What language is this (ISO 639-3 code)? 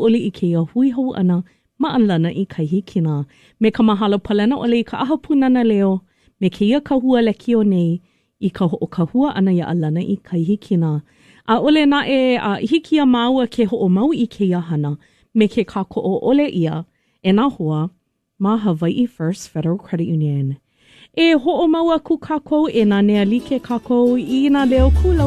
haw